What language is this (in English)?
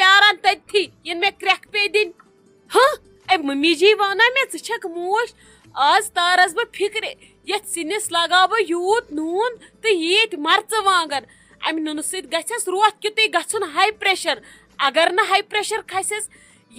Kashmiri